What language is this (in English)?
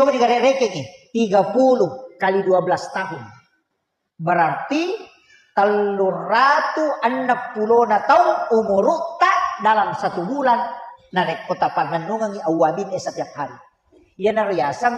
Buginese